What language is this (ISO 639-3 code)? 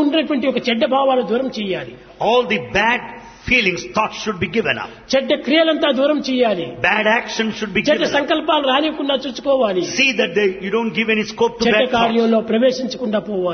tel